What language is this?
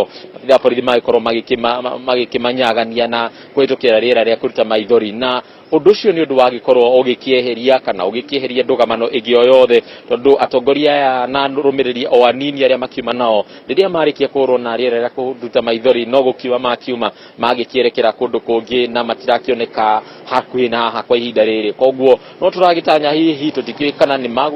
Kikuyu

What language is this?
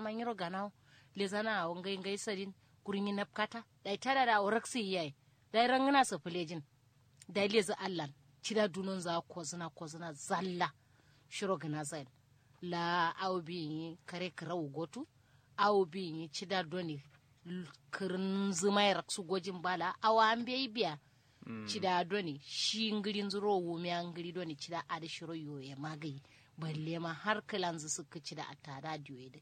Kanuri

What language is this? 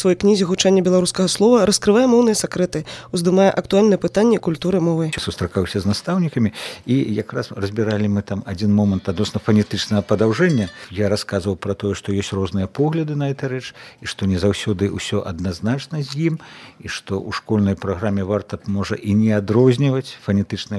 Belarusian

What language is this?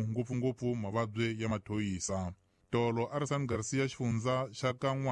Tsonga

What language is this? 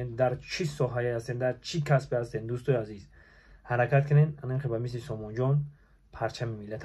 Tajik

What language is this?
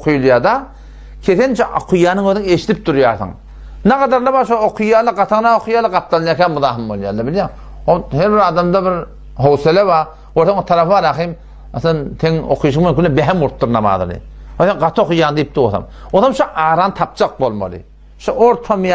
Turkmen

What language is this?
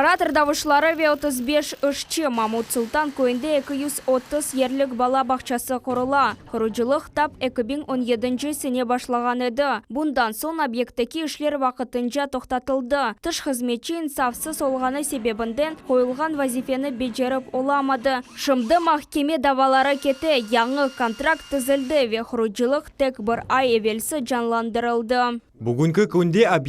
Crimean Tatar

